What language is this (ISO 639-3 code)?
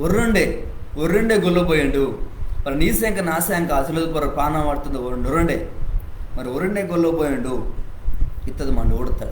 kff